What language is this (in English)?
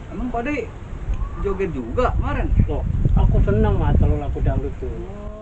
Betawi